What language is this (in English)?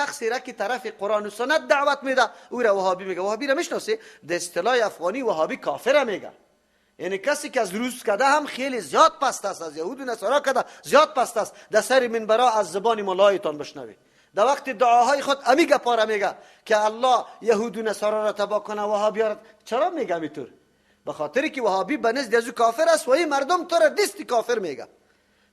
Persian